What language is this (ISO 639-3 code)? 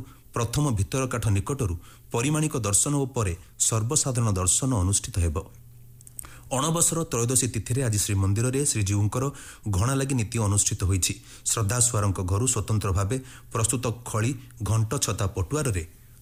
ori